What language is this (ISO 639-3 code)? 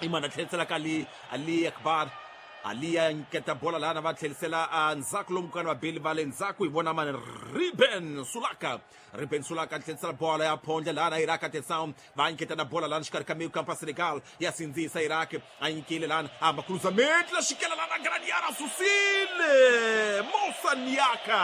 tso